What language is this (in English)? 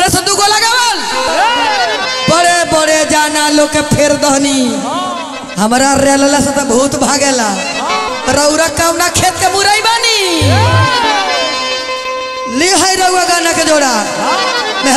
Bhojpuri